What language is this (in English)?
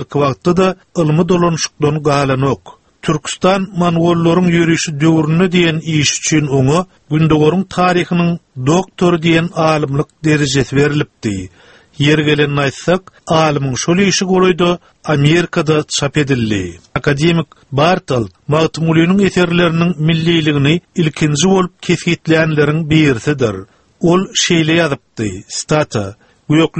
Turkmen